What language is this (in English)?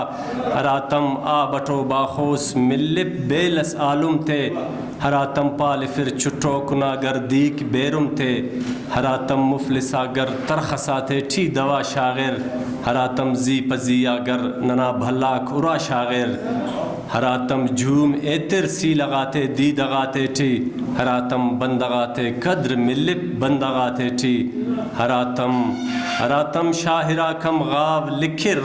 Brahui